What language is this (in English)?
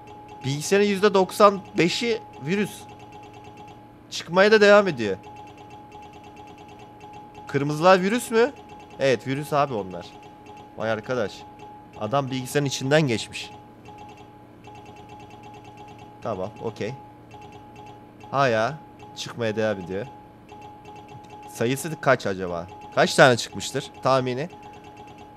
Turkish